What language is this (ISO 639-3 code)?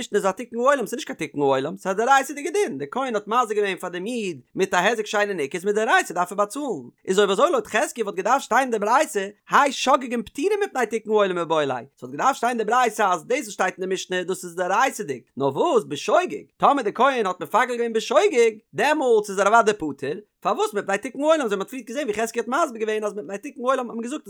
yid